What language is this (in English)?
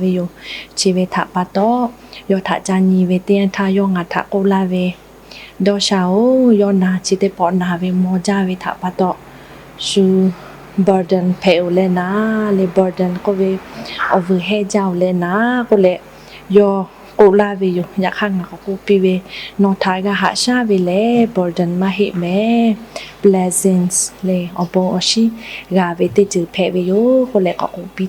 Lahu